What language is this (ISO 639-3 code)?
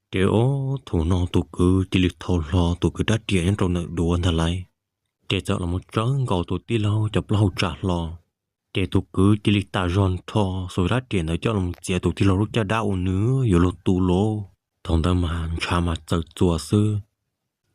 hmn